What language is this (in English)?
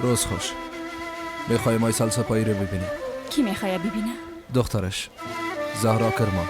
Persian